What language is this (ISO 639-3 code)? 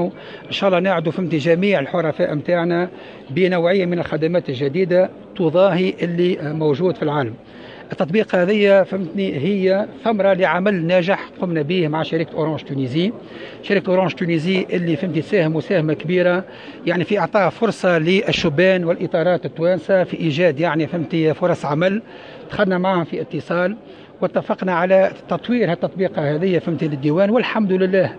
aeb